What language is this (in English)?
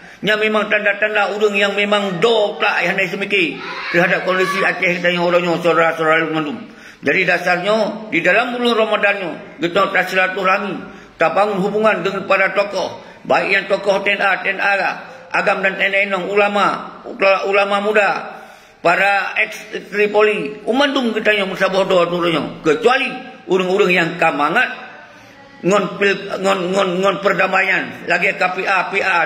Achinese